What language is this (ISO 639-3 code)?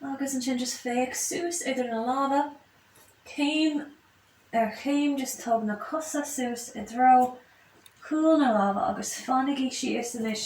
gle